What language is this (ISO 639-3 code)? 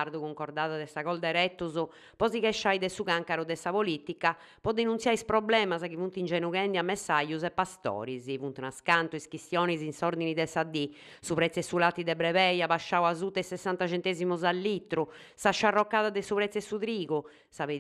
srd